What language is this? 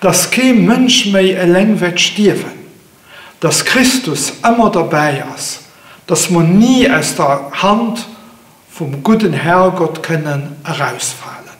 Luxembourgish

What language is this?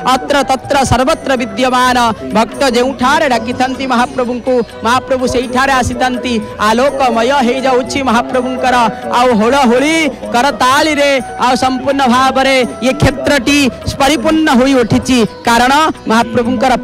Odia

